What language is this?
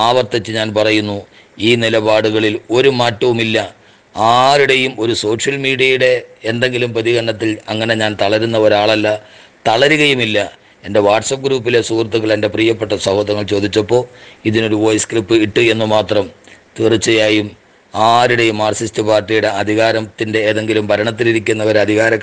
Malayalam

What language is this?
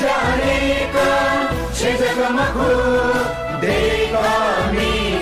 Newari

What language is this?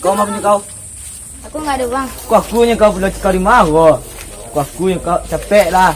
Minangkabau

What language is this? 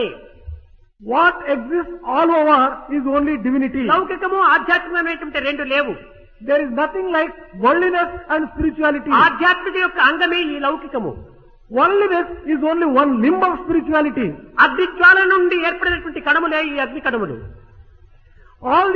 Telugu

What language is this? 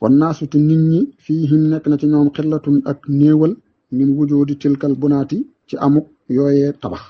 Wolof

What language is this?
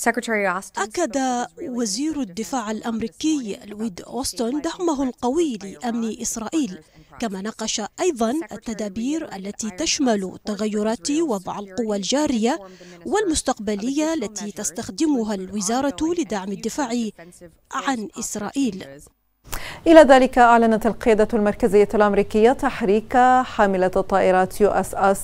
Arabic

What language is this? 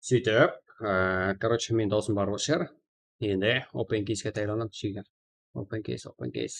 Kara-Kalpak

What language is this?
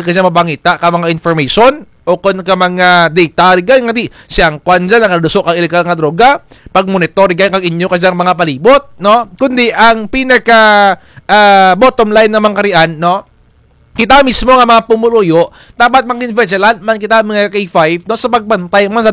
Kinaray-a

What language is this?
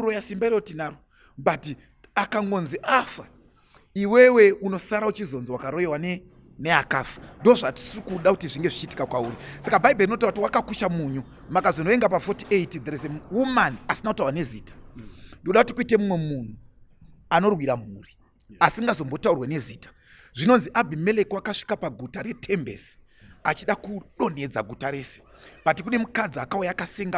Shona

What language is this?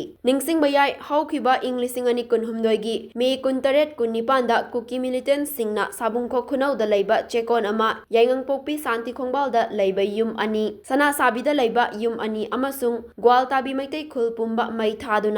Manipuri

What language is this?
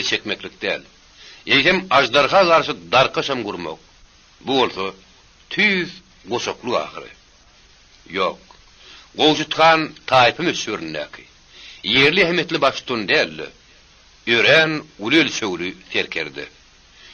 Turkmen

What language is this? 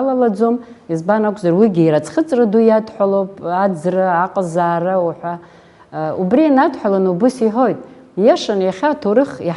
Abkhazian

